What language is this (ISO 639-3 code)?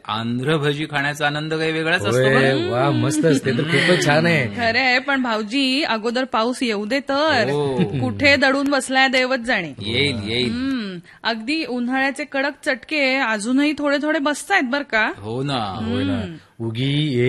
mar